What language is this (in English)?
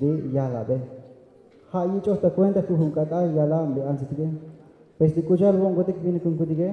Tzotzil